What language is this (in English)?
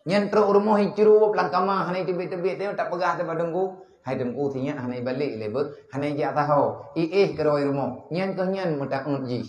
Achinese